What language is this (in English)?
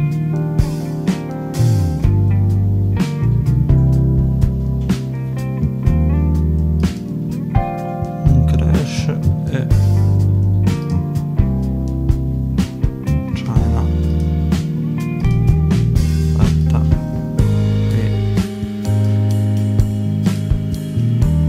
Italian